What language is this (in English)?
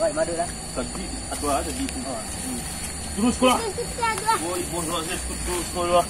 Minangkabau